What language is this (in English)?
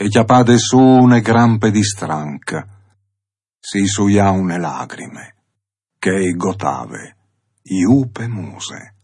Friulian